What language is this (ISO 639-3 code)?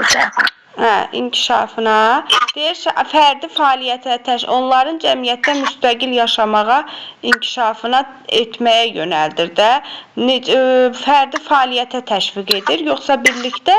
aze